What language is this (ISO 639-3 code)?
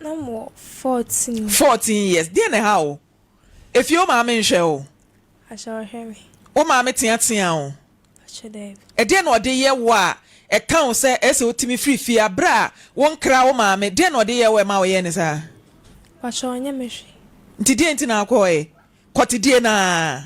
aka